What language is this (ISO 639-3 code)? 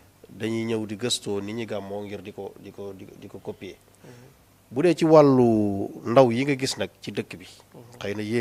wol